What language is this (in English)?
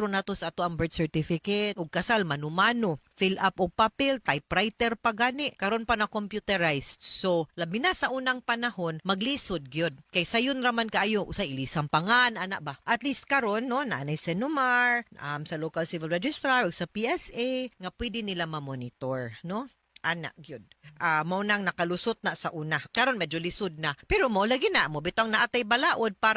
Cebuano